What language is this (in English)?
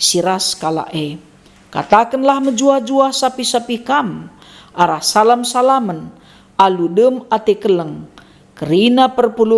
Batak Karo